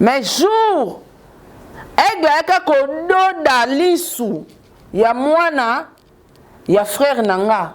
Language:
Lingala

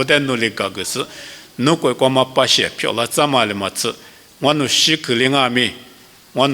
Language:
Lisu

